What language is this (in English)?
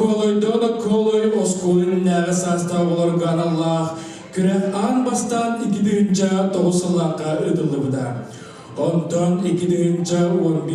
Yakut